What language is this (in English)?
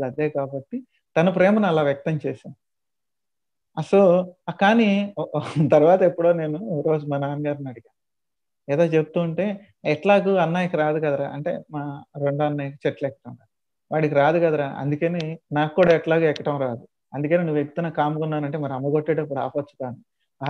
Telugu